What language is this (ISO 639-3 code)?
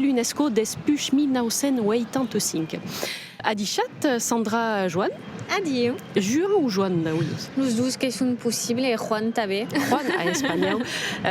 oci